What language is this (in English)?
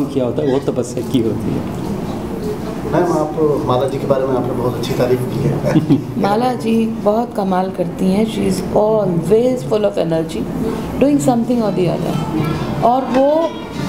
Hindi